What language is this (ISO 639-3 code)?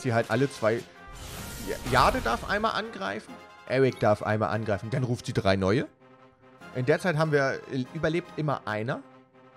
deu